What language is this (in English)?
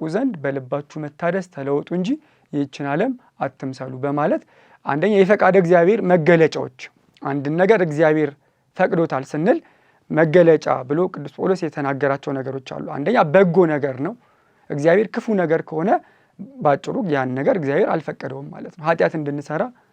Amharic